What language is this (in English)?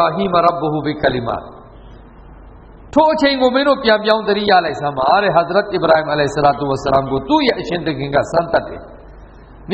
Burmese